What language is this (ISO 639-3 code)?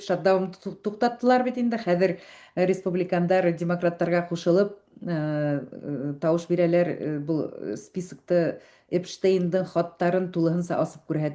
bak